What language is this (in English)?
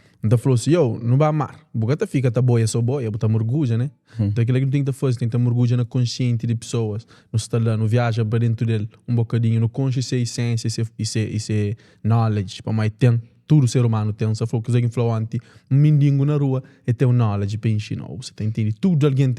Kabuverdianu